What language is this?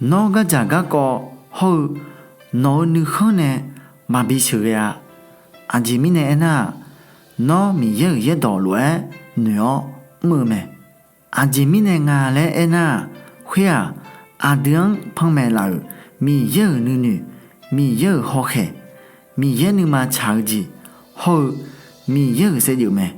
Akha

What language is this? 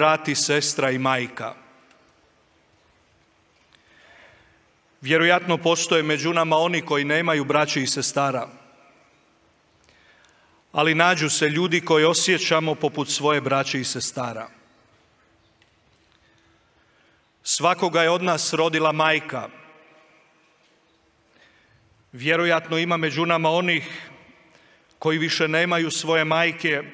Croatian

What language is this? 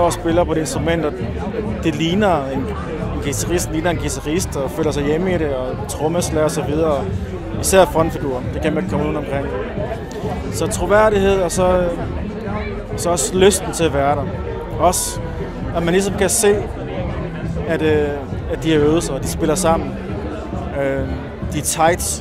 Danish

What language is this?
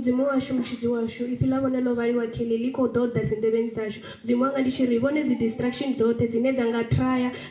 Venda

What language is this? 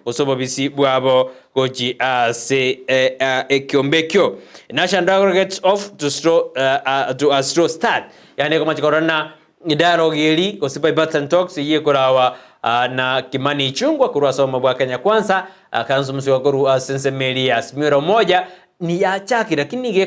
Gusii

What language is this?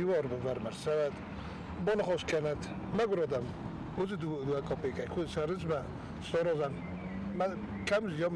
Ossetic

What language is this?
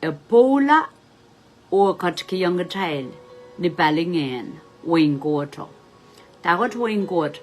Pohnpeian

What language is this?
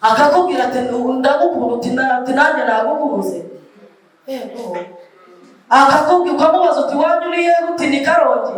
Kinyarwanda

